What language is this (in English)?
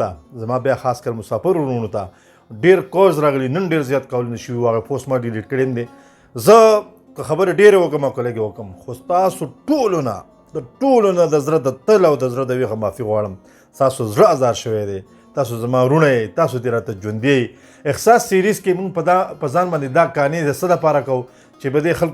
Pashto